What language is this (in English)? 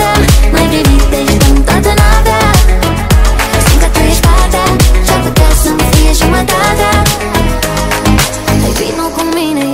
Romanian